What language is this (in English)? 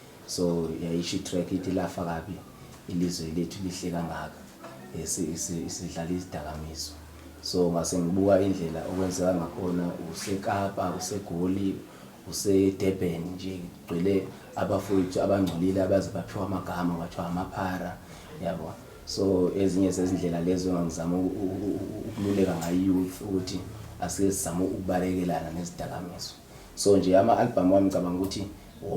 Zulu